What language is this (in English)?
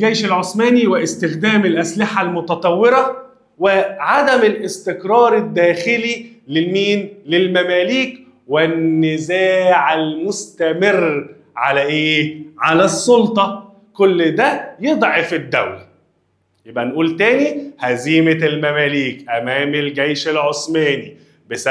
Egyptian Arabic